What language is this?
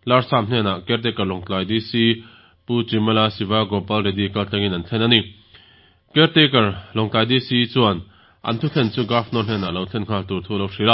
Mizo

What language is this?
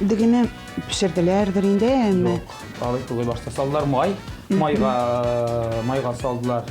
Tatar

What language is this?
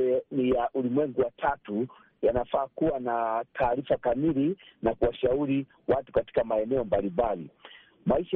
Swahili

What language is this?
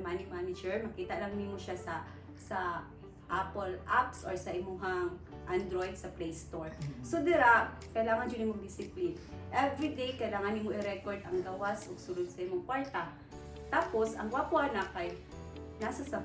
Cebuano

